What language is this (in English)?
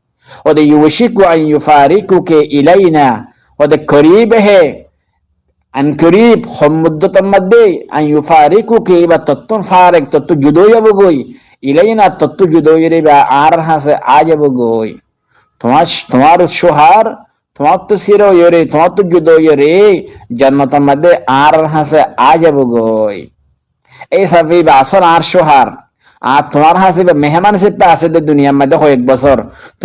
Rohingya